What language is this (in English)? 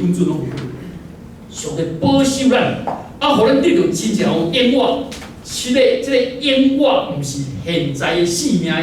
Min Nan Chinese